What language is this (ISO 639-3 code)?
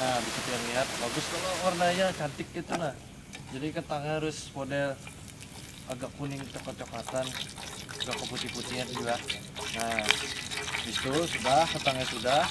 bjn